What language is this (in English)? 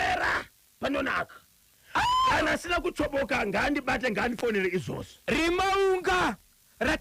Shona